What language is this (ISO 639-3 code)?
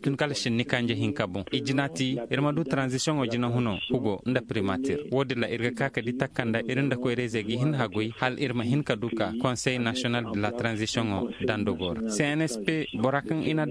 dje